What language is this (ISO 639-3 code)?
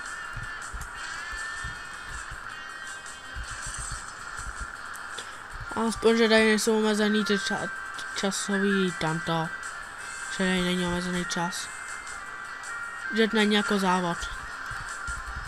ces